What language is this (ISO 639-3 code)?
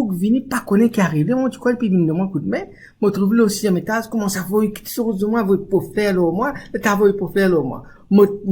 mfe